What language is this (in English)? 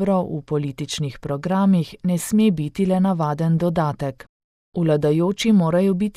Slovenian